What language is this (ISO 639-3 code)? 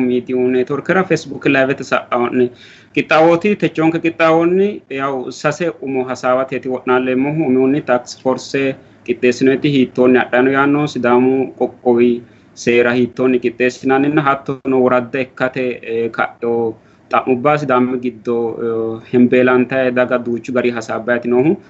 sid